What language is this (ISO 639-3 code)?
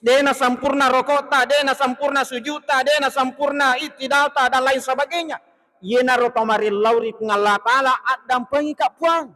bug